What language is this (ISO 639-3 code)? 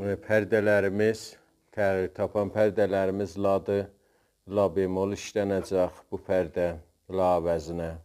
azb